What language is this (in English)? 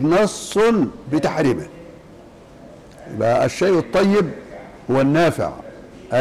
Arabic